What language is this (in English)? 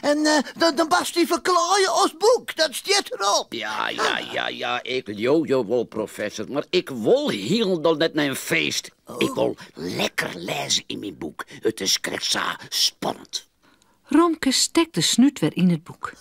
Western Frisian